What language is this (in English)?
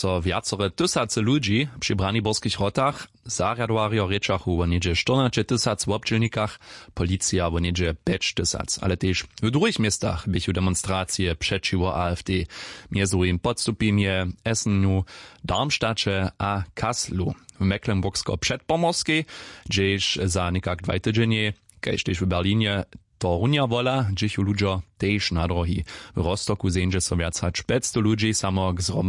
Upper Sorbian